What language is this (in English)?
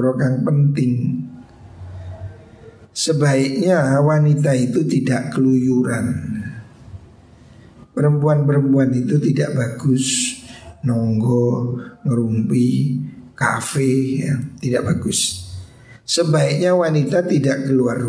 Indonesian